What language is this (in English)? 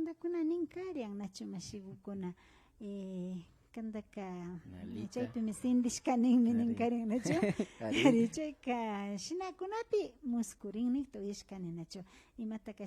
Imbabura Highland Quichua